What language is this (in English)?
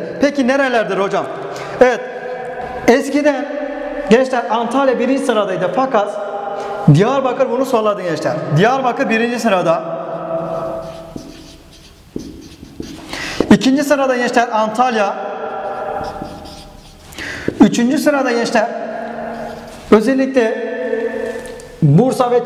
Turkish